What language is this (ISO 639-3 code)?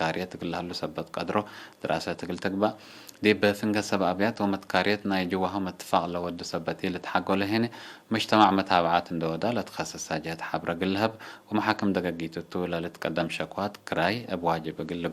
tig